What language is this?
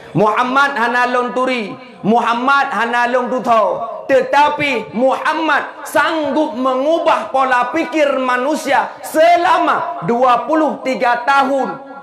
Achinese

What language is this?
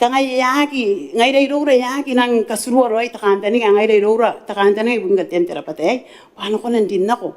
Gilbertese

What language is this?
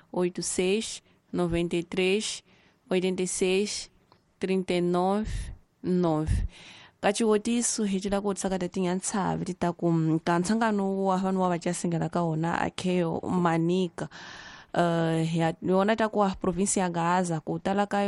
Tsonga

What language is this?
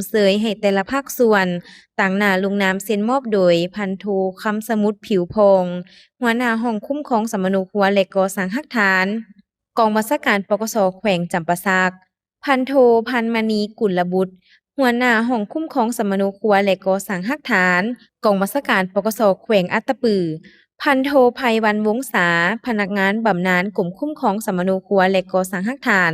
Lao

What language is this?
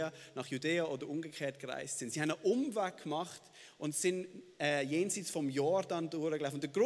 Swiss German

